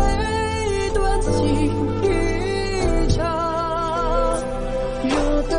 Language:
Chinese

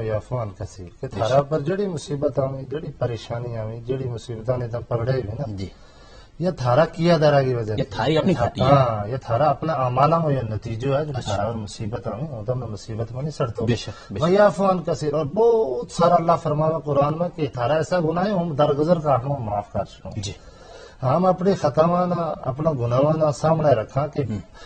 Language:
Gujari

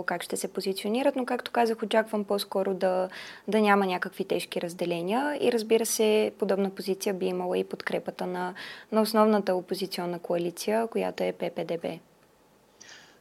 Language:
Bulgarian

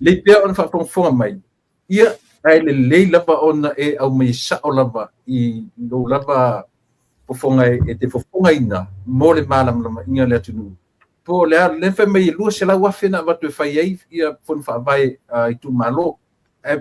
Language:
Samoan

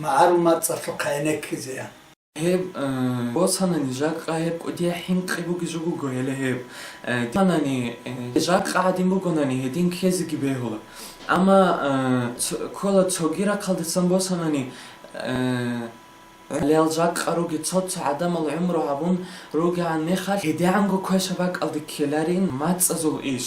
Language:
Avaric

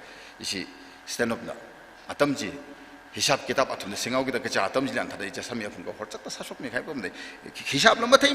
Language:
Tangkhul Naga (India)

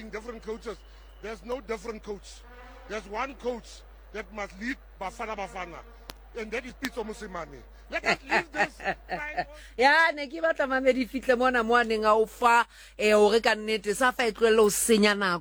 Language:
Southern Sotho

